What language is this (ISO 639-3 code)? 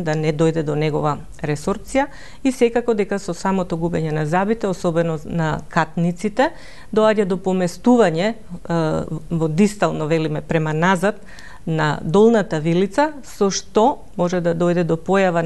mkd